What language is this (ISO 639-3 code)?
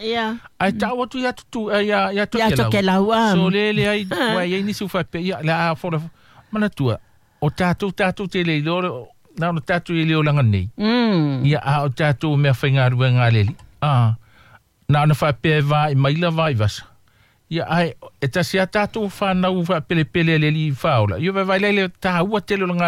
smo